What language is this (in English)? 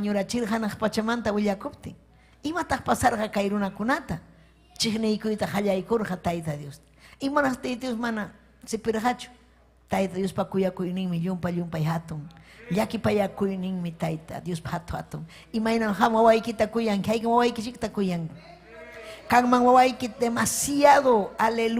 Ayacucho Quechua